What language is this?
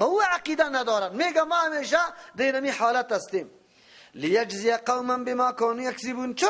Persian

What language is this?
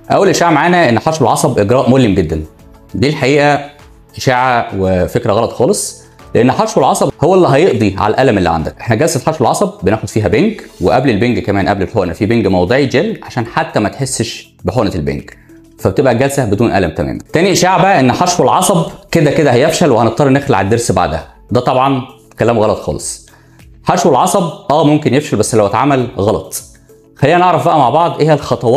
Egyptian Arabic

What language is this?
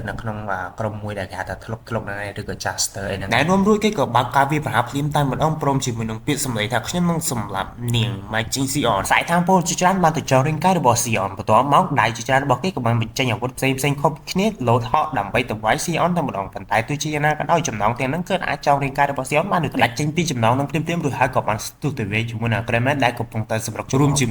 Khmer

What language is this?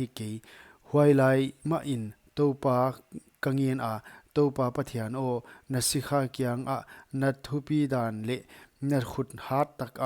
Paite Chin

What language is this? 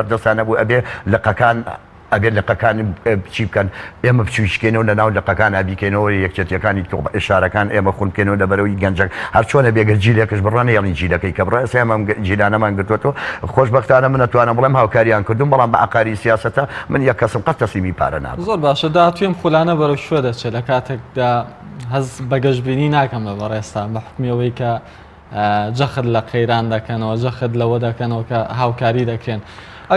Central Kurdish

